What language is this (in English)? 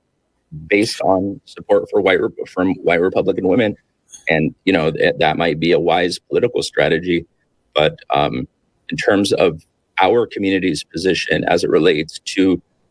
English